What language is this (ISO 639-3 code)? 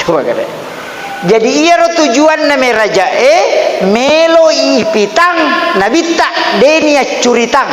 bug